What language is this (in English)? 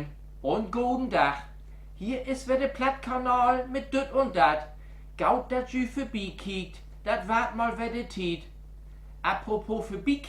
Low German